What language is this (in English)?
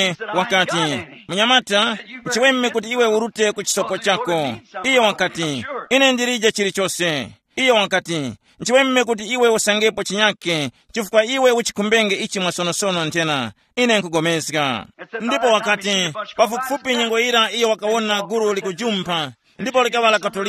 Tumbuka